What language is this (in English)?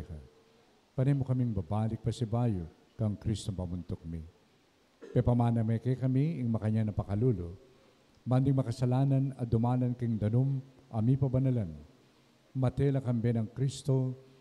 Pampanga